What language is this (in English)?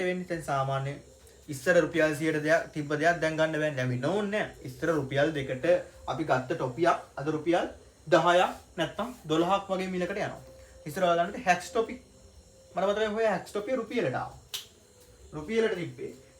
Sinhala